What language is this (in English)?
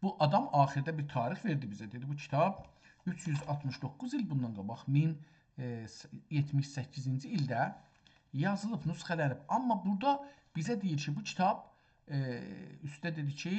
South Azerbaijani